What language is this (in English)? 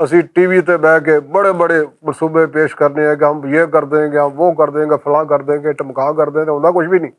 Western Panjabi